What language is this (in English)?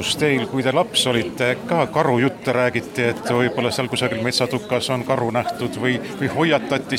Estonian